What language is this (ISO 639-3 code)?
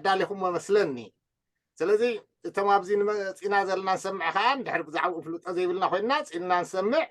tir